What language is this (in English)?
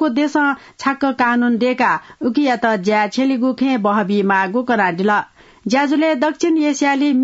Newari